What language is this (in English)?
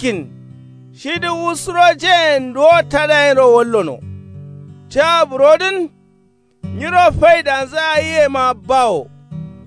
Kanuri